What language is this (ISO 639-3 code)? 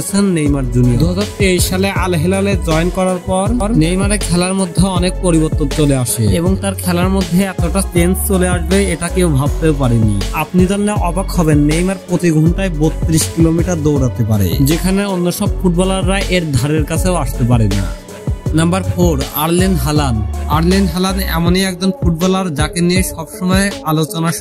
ben